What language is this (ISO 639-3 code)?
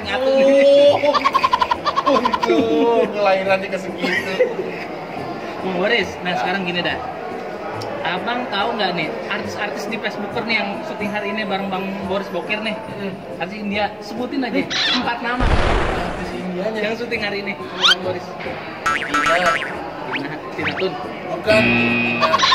ind